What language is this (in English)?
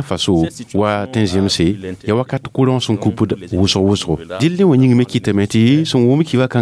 Mossi